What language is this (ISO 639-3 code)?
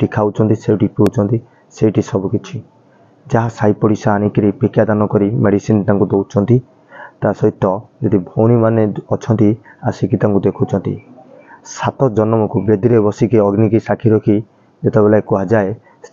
ori